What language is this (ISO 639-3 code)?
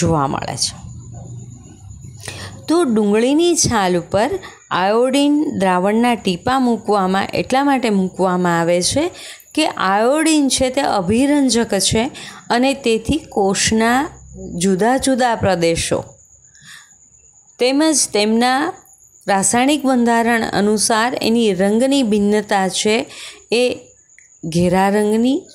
guj